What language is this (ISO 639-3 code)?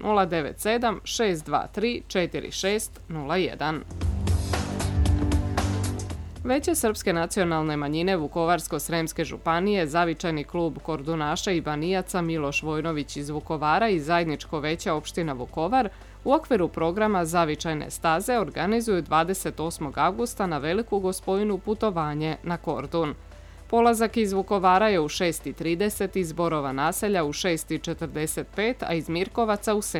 srp